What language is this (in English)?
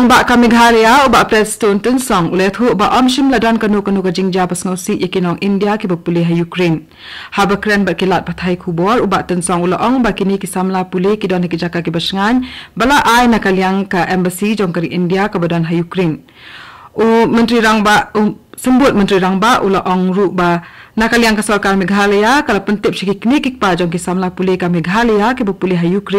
Khasi